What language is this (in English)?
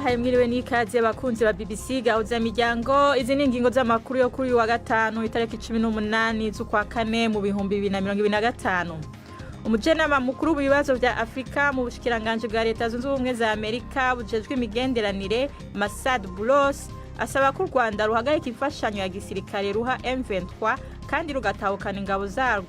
Rundi